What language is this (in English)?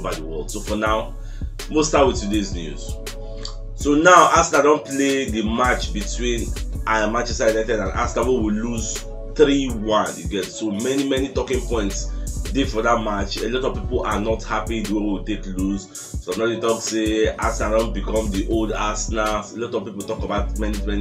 Nigerian Pidgin